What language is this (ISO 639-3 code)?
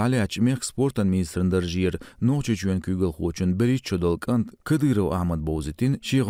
che